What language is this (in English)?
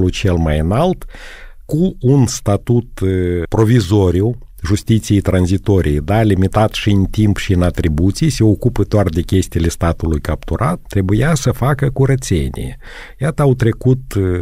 Romanian